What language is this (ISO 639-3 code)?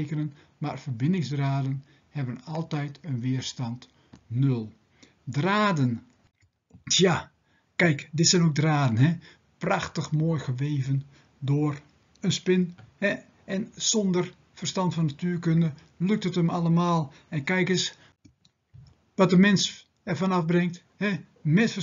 nld